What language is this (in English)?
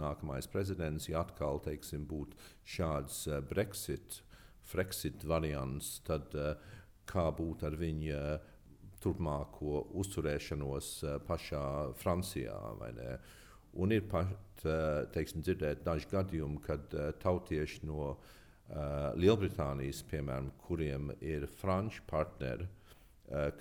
Latvian